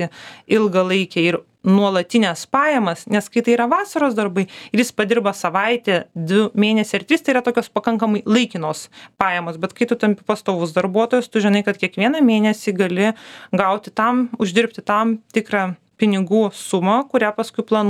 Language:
Lithuanian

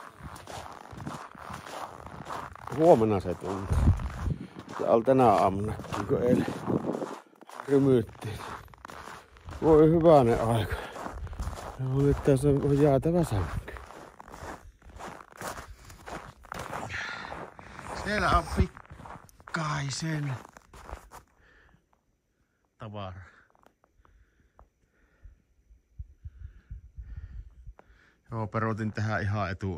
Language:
Finnish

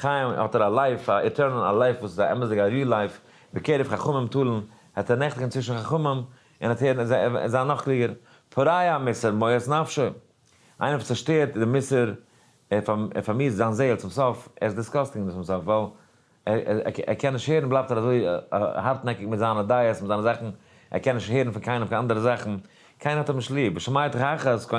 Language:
Yiddish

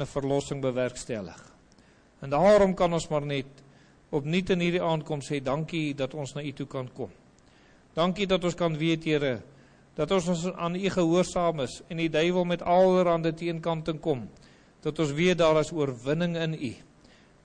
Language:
Afrikaans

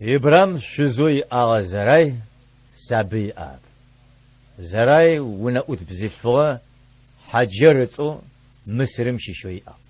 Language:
Adyghe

